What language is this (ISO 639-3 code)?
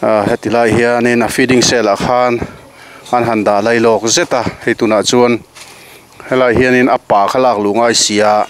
lus